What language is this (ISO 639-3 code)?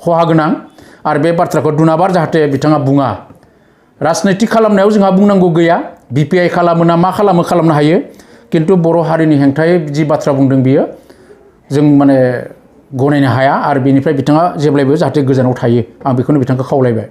brx